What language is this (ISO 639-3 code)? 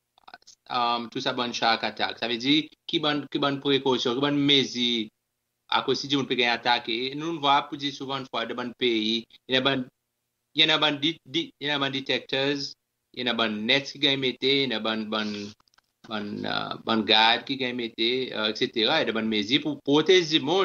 crs